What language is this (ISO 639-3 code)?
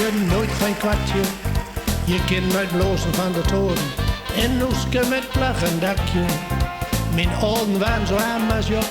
gos